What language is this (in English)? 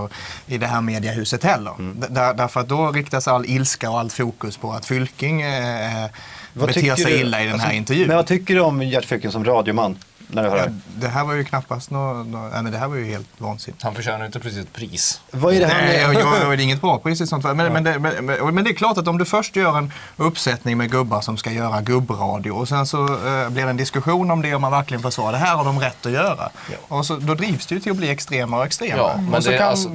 Swedish